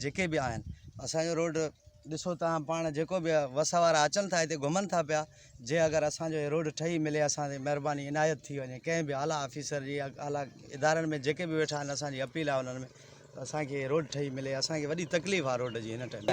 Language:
Sindhi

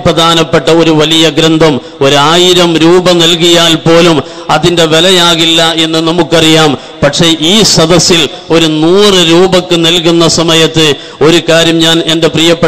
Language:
Malayalam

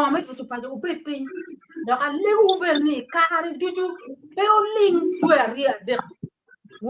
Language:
Acoli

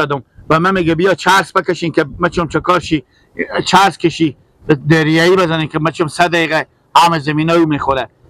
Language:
Persian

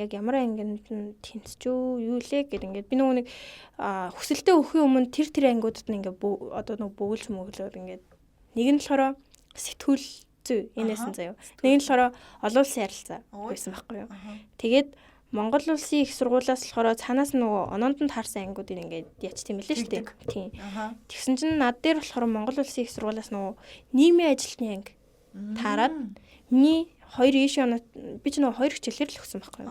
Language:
Mongolian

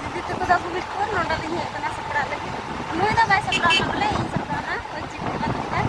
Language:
Santali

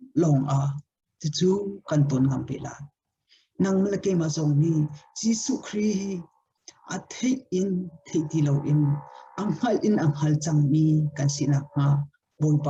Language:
Hakha Chin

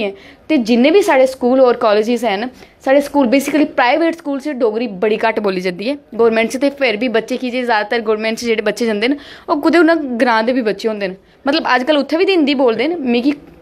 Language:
Dogri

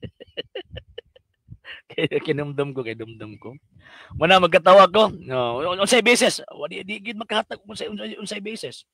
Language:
Cebuano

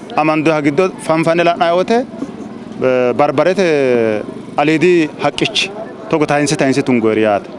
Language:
Sidamo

